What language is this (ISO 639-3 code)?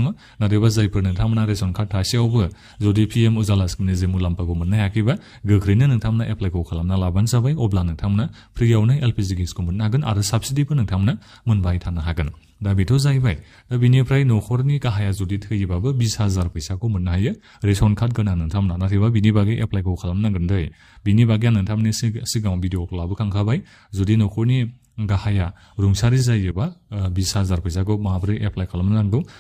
brx